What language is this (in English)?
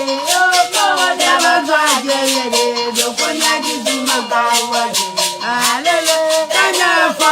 Ewe